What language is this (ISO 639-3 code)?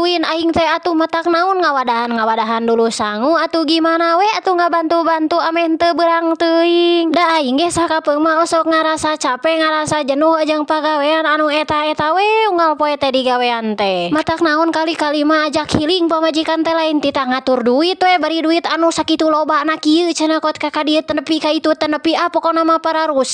sun